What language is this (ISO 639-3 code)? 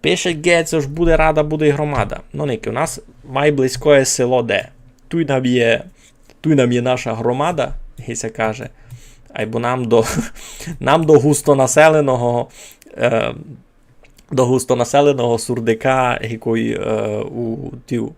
rue